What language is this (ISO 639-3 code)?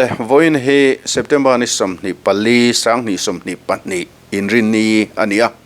lus